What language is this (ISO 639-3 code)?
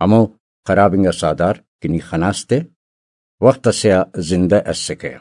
brh